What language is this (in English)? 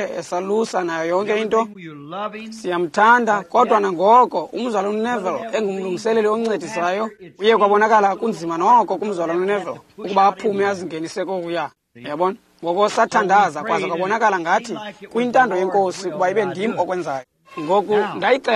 Xhosa